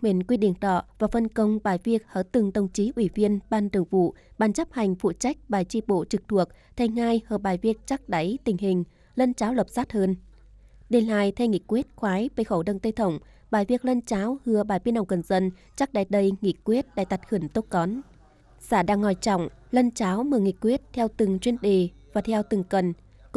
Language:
Tày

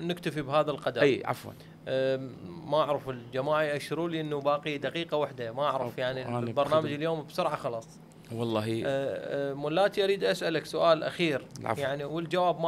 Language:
Mesopotamian Arabic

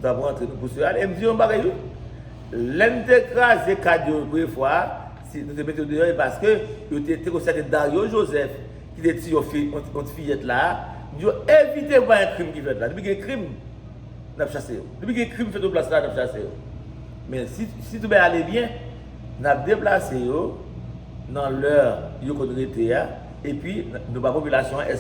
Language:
Haitian Creole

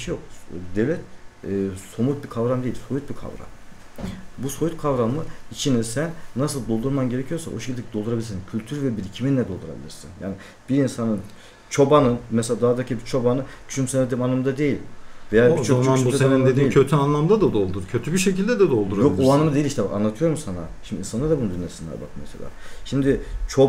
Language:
Turkish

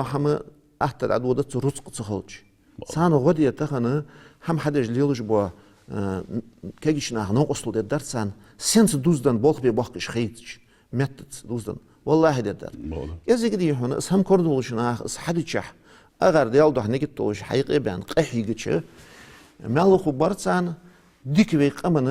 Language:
Ingush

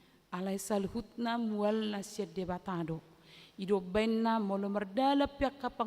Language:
Batak Toba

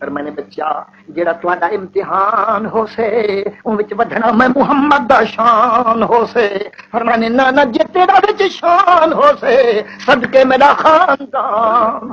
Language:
Saraiki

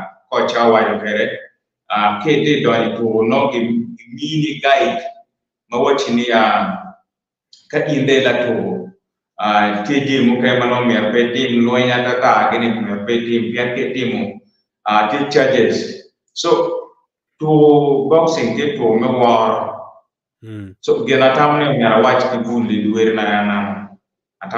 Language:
Acoli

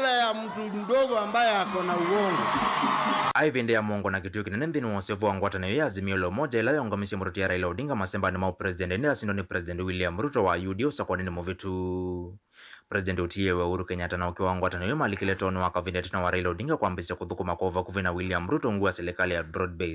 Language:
Kamba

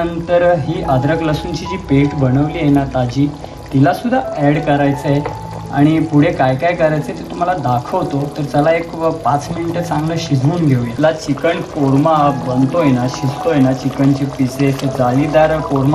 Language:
Marathi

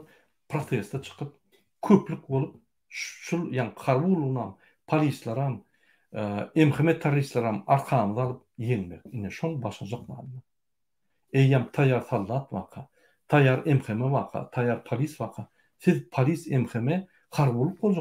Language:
Turkmen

